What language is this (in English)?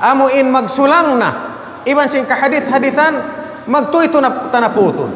Tausug